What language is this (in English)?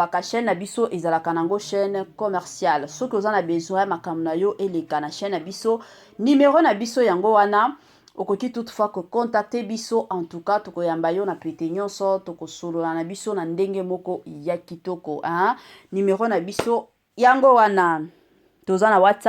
Lingala